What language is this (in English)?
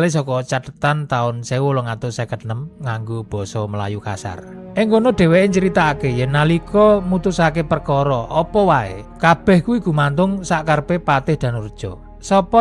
Javanese